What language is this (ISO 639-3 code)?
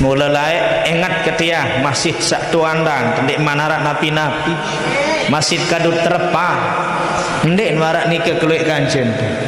sas